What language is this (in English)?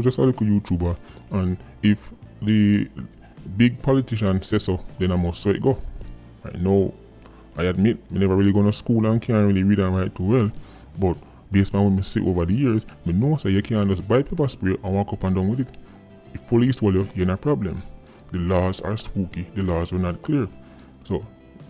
Jamaican Creole English